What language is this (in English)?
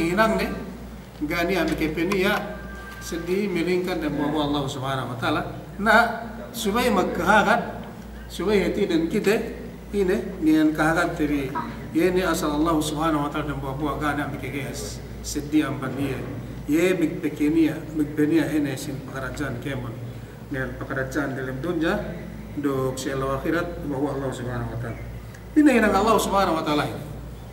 Yakan